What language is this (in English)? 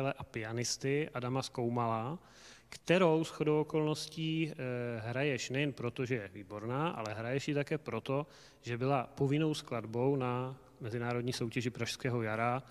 Czech